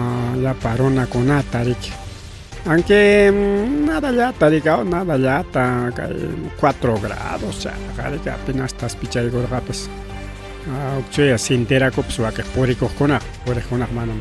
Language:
Ayacucho Quechua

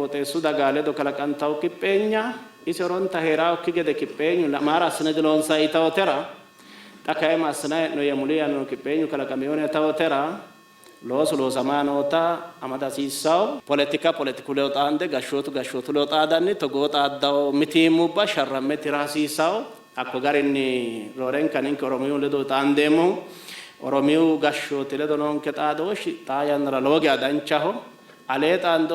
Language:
Sidamo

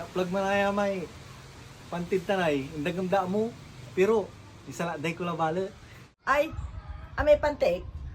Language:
Pangasinan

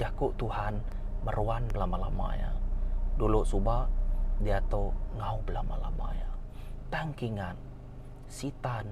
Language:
Iban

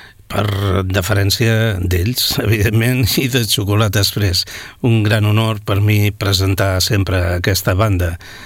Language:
Catalan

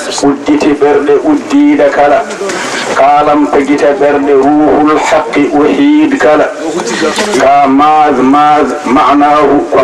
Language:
Fula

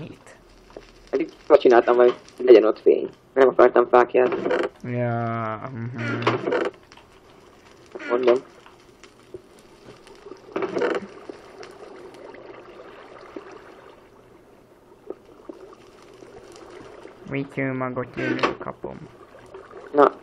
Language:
Hungarian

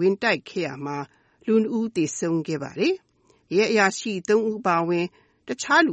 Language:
Burmese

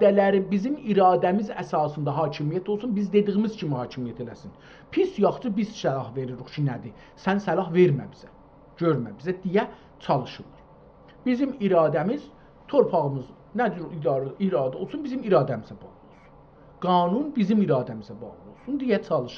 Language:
South Azerbaijani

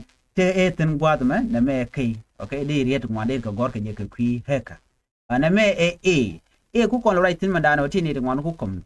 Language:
Nuer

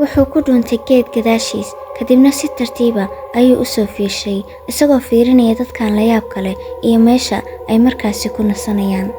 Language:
Somali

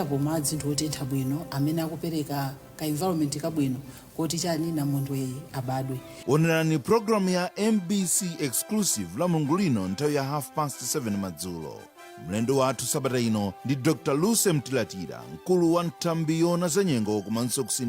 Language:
Nyanja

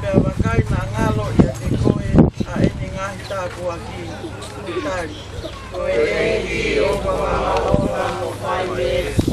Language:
Tongan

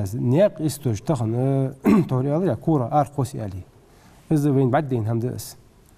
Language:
Ingush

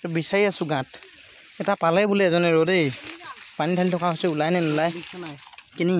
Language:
Assamese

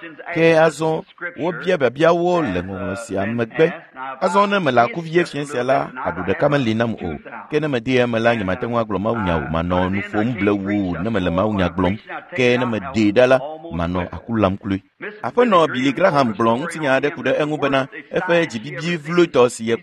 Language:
Ewe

